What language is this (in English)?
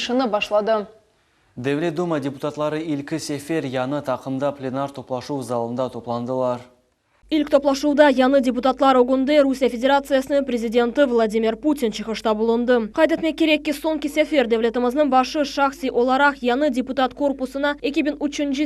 Crimean Tatar